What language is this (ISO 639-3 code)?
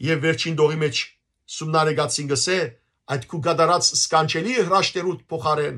hyw